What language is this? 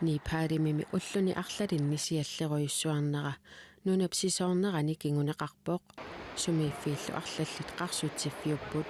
Kalaallisut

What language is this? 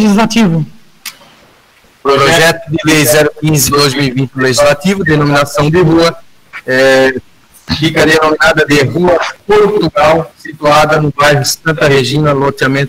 Portuguese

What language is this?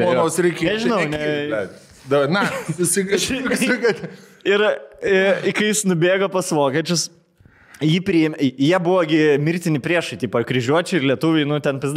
Lithuanian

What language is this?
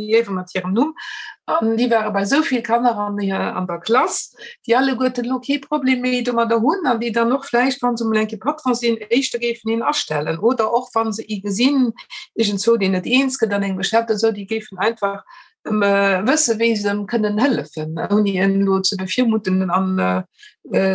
Luxembourgish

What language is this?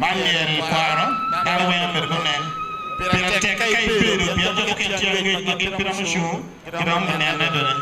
Acoli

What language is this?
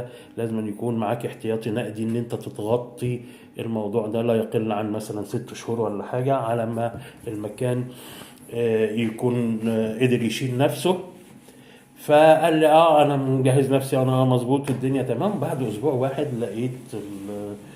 Egyptian Arabic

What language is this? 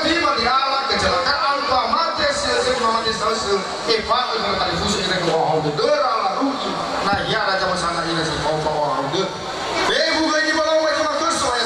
Nias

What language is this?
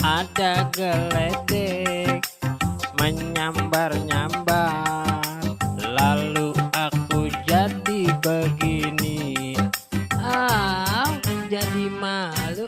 Betawi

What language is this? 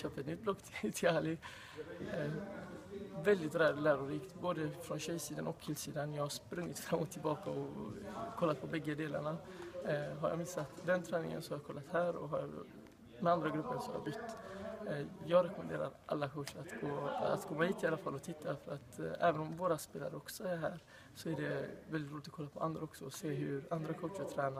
Swedish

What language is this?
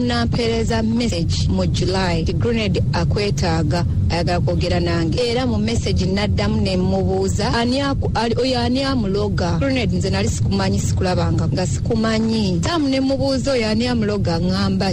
Ganda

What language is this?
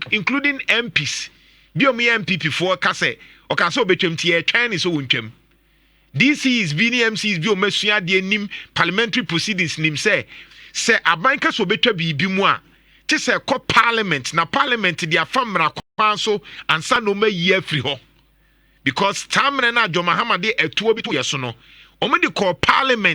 Akan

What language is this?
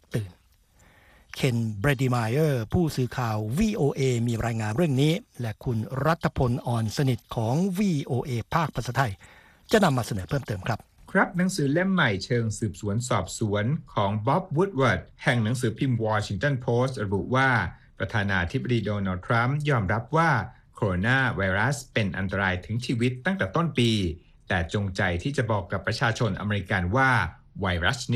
Thai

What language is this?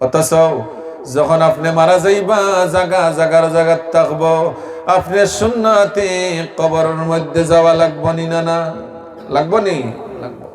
Sylheti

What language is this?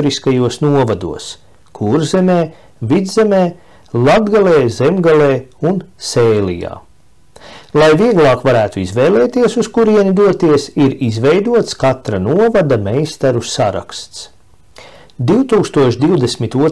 Latvian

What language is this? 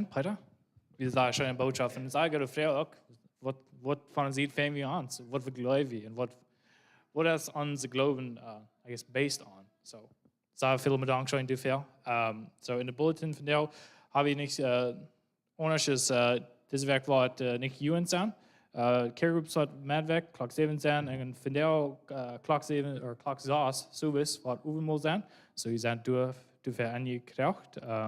Plautdietsch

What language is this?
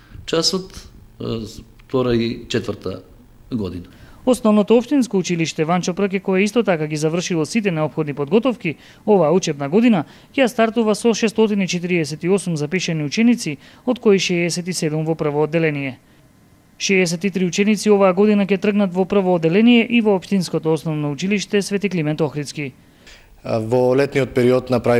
Macedonian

